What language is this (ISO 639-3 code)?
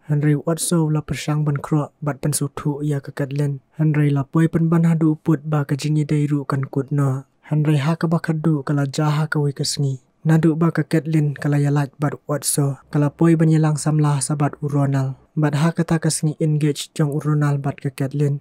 kha